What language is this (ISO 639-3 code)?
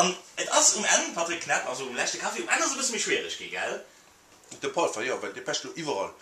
ltz